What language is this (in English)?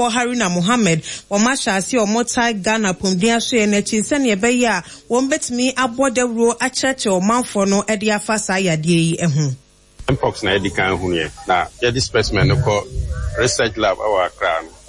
Akan